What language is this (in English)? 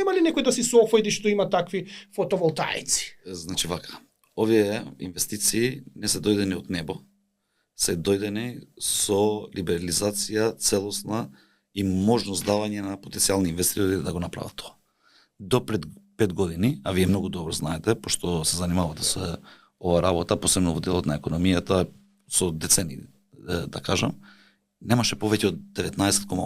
Macedonian